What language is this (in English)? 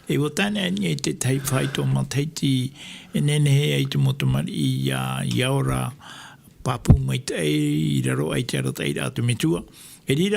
Tahitian